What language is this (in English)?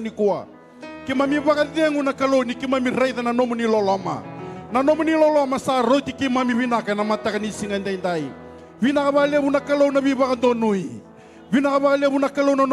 Fijian